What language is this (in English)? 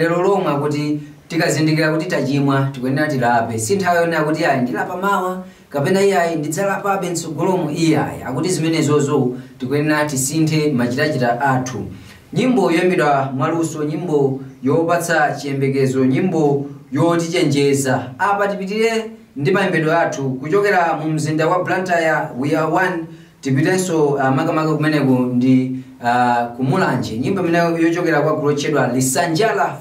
Nyanja